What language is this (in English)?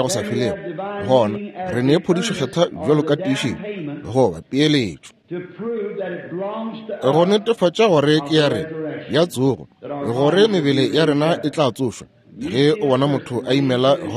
Northern Sotho